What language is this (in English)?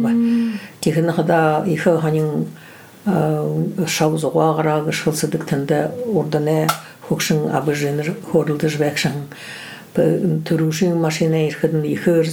Buriat